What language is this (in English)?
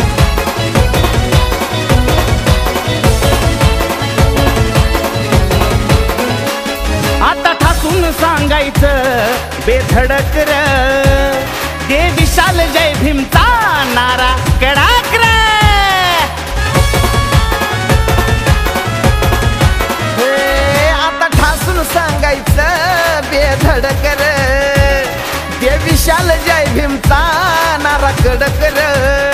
Marathi